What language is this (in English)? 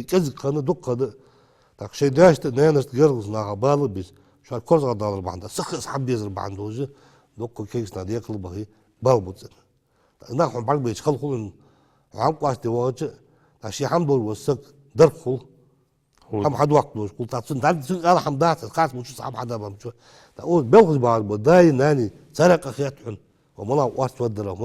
Ingush